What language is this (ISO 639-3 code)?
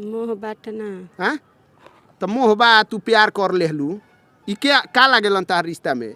bho